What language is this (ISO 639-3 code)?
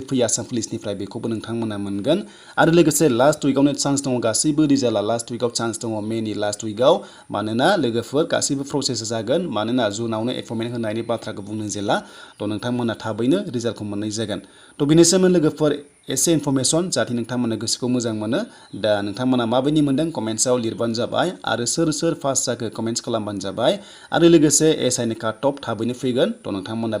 brx